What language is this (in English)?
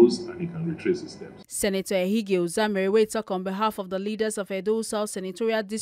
Nigerian Pidgin